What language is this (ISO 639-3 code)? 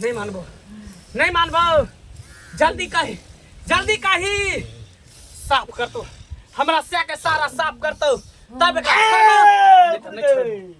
mai